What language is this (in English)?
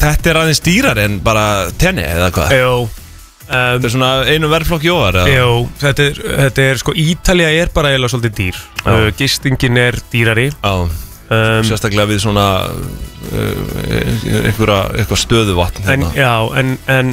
Icelandic